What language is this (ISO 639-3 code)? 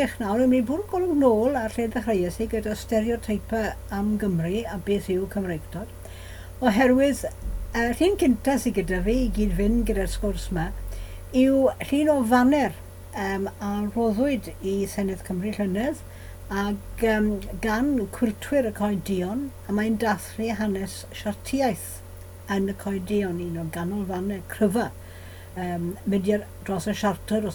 cym